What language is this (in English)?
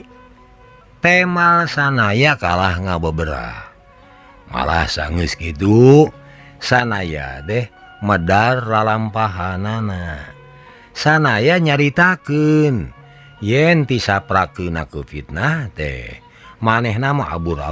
Sundanese